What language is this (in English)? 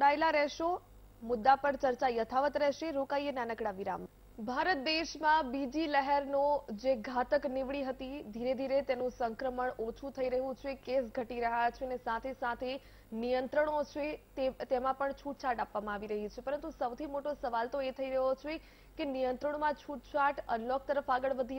Gujarati